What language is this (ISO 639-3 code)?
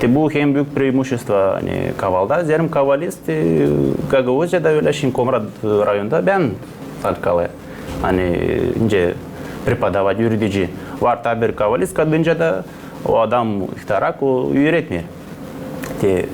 gag